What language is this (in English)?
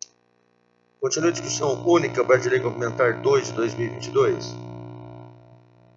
Portuguese